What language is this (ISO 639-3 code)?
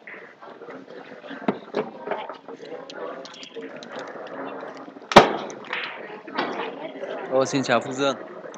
vie